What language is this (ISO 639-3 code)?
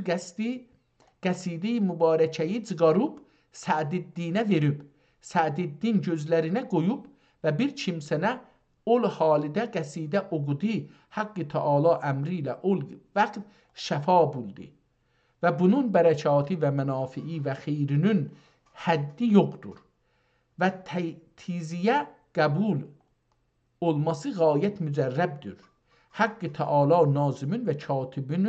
azb